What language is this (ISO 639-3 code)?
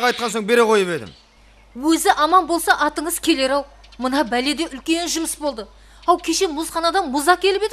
kaa